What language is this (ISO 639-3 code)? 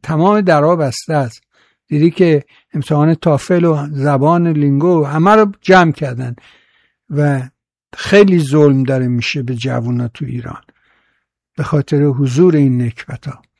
fas